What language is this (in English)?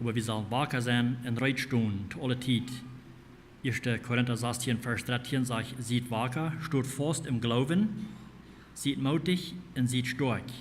Plautdietsch